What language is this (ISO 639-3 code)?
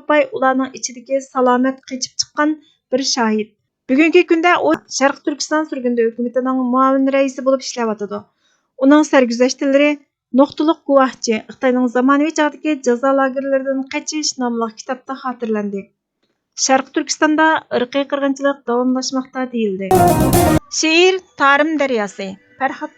uig